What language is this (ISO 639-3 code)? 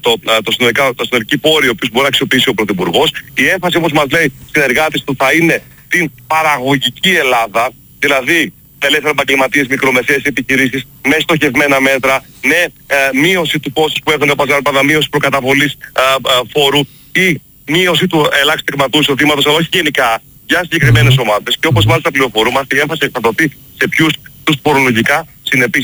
ell